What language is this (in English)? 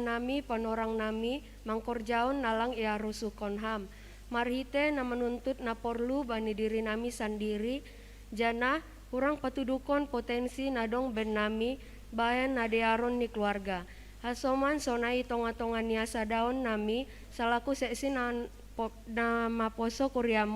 Batak Simalungun